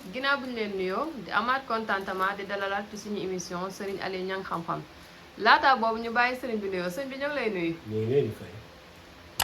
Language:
Wolof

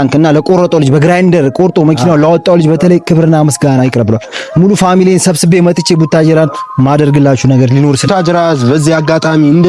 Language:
Amharic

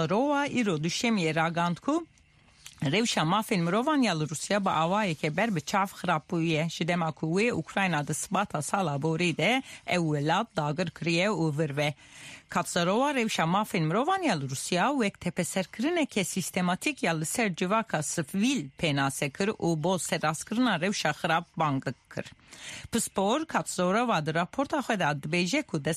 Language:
Kurdish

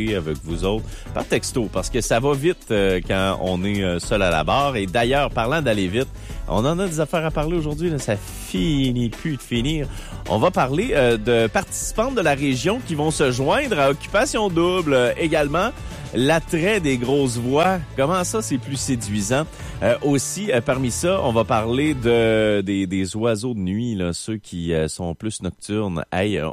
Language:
French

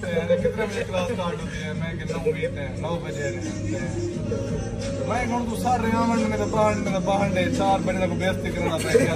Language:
Saraiki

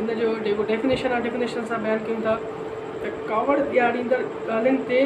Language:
Sindhi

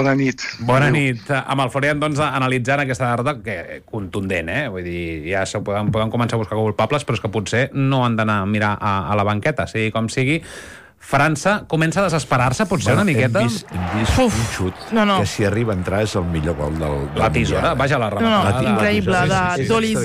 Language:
Catalan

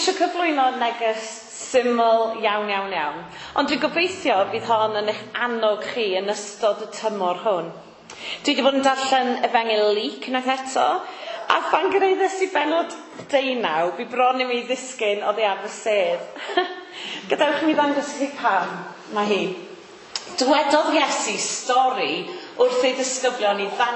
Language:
Welsh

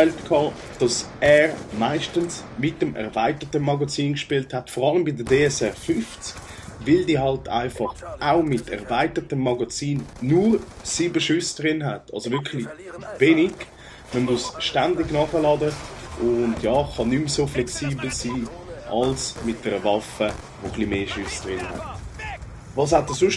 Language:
Swiss German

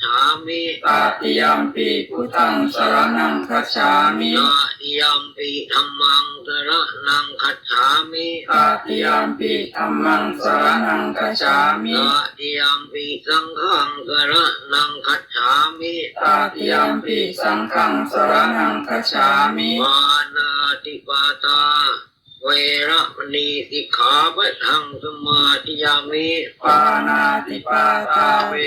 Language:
Pali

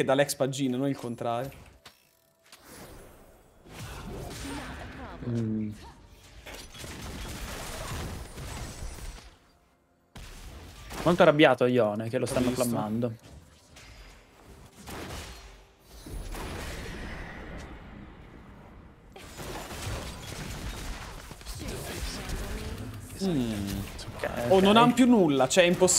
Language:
Italian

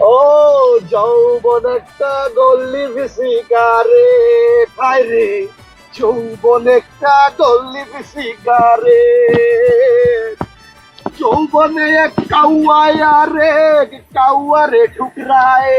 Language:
Sylheti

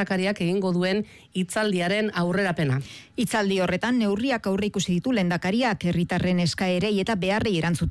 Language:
Basque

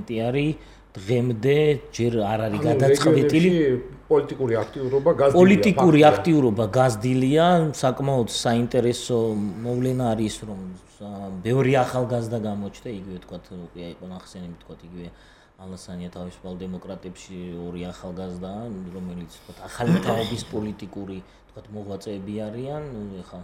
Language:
Georgian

